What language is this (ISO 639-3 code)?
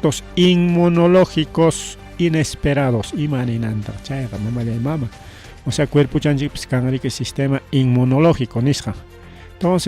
quy